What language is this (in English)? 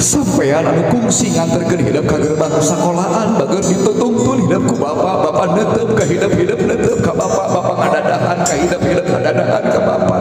Sundanese